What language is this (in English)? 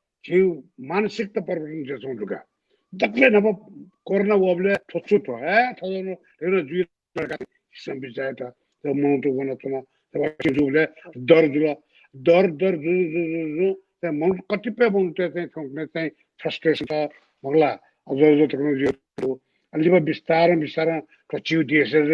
Newari